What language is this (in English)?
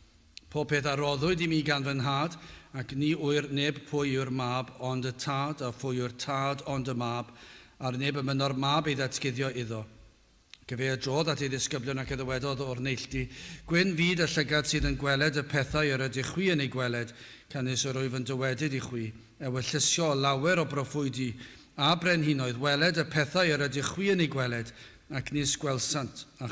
Welsh